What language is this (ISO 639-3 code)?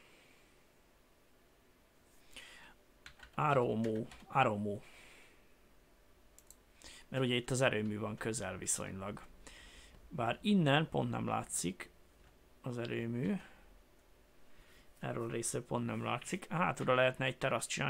hun